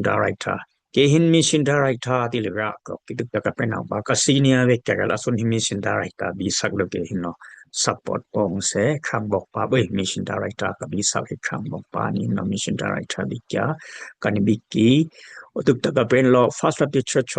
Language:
Dimasa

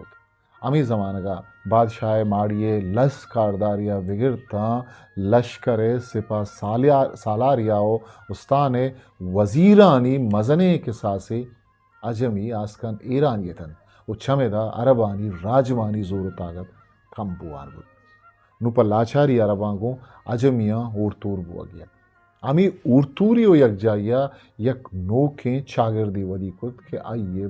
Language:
Eastern Balochi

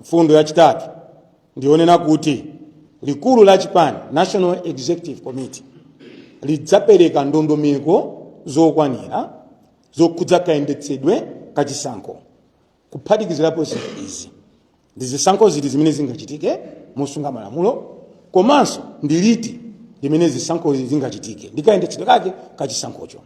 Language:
Nyanja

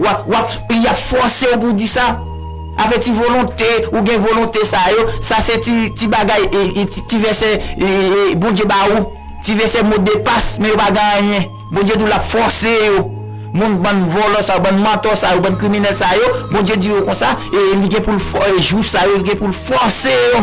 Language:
Haitian Creole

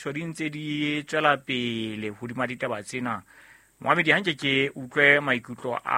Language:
Southern Sotho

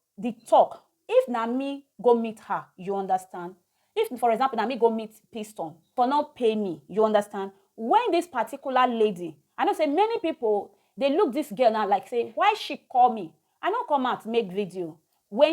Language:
Nigerian Pidgin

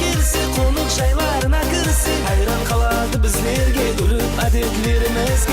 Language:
Kara-Kalpak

